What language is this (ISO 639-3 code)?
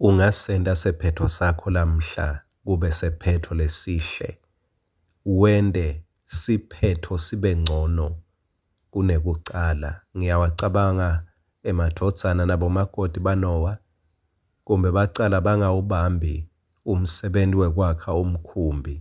ssw